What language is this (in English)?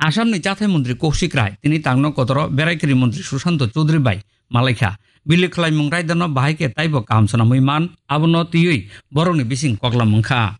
Kok Borok